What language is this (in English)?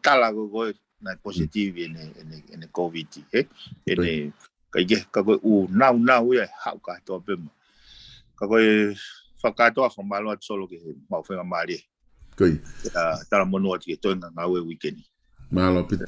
Tongan